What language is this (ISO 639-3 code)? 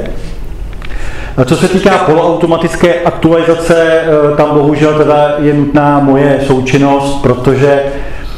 ces